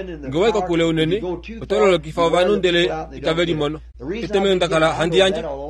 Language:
Kuanyama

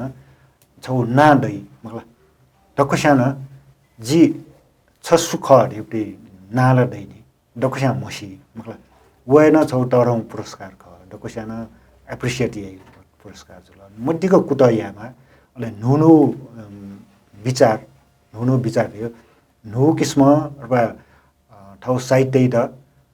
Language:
Newari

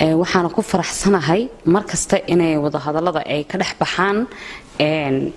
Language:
Somali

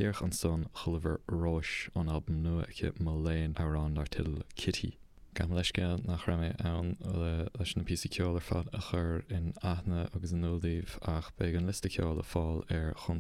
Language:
Irish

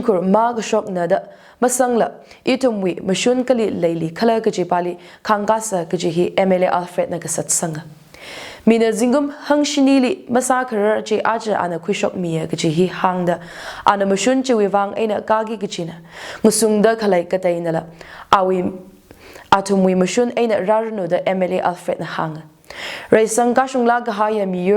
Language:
Tangkhul Naga (India)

